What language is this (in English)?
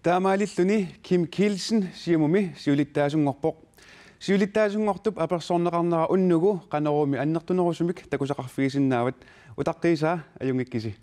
Kalaallisut